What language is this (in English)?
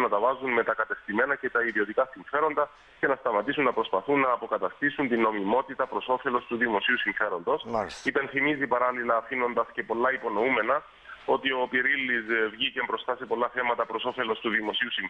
Greek